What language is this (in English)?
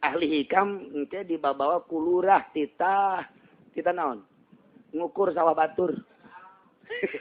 Sundanese